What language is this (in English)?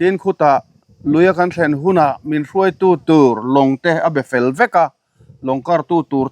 Mizo